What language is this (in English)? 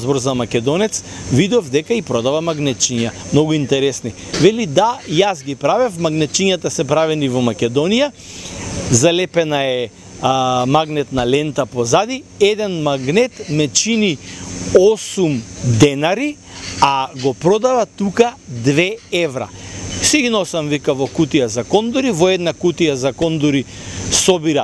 Macedonian